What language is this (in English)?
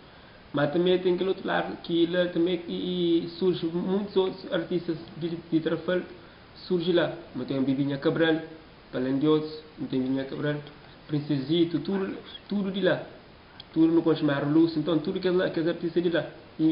Kabuverdianu